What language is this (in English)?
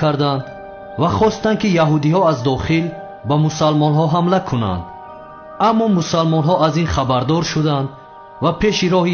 Tajik